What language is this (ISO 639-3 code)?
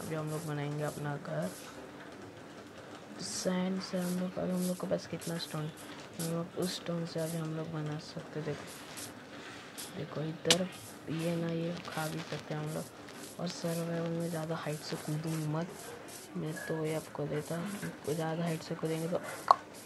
hin